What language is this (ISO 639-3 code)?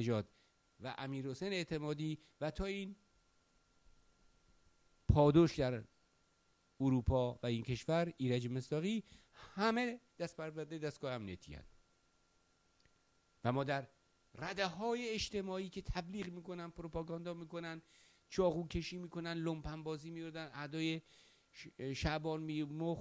fas